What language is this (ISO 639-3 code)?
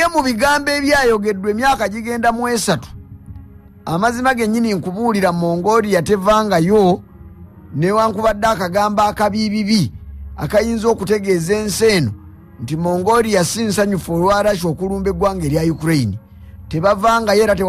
lug